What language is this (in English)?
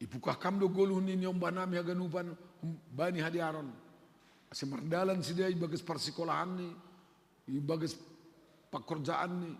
Batak Simalungun